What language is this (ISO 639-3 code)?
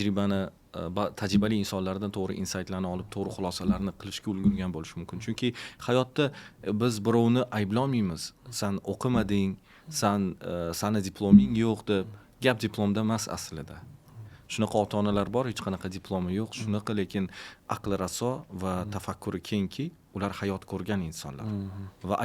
uzb